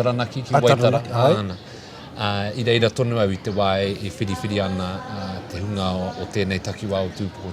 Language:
Māori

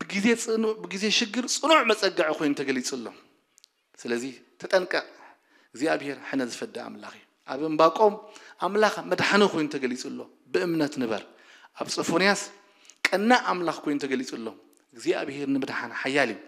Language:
Tigrinya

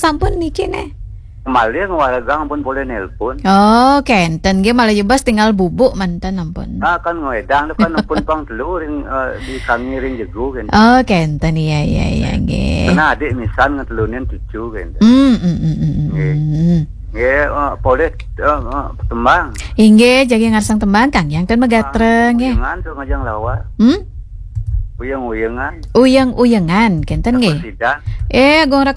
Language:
Balinese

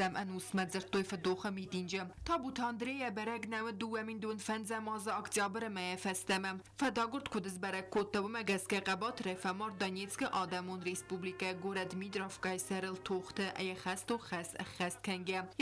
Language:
Ossetic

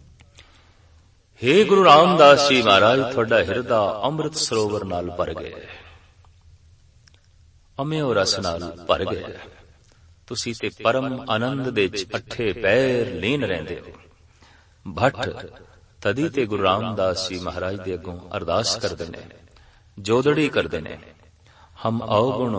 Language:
Punjabi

